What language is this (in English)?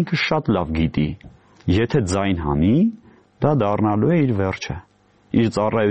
Armenian